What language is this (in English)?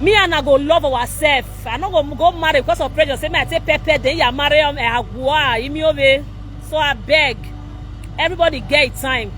Nigerian Pidgin